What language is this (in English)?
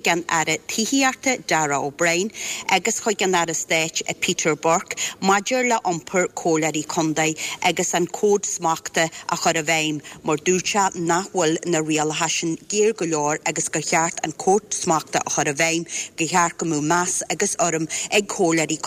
Irish